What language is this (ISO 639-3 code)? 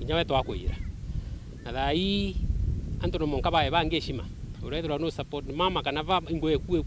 mer